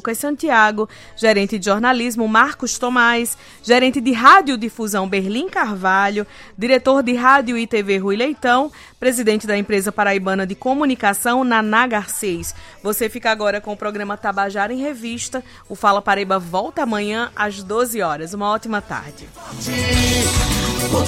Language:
Portuguese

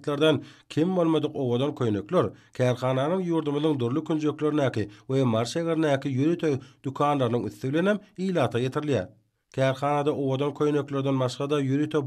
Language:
Turkmen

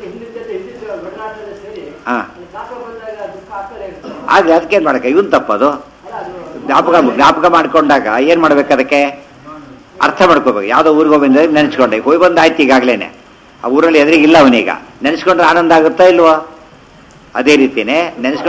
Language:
Kannada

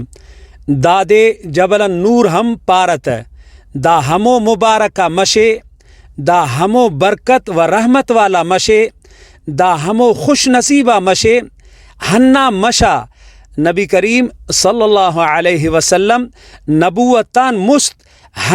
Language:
Brahui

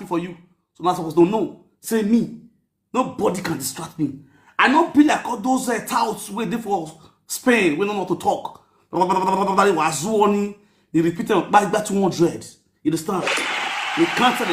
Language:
Nigerian Pidgin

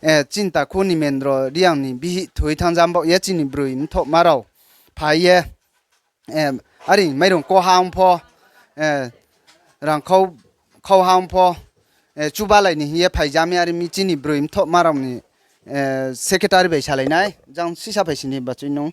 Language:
Riang (India)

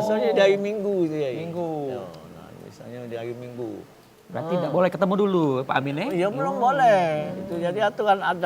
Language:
Musi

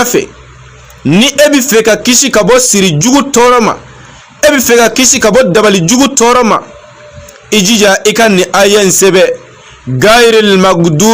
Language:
Bambara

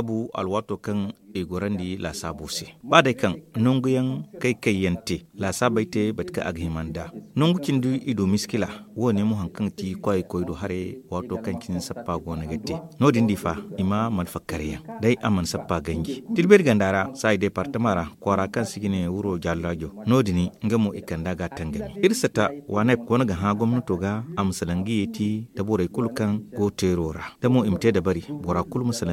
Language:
Zarma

